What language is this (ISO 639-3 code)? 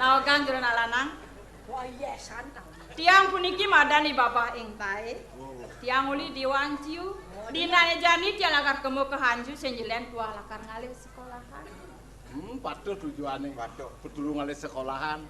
ban